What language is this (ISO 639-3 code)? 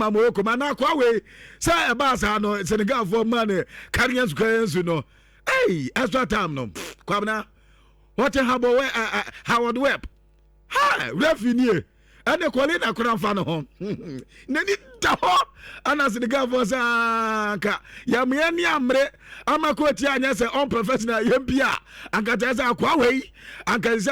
aka